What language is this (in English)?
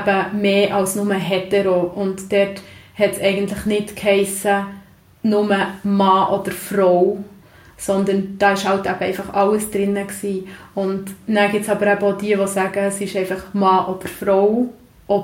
German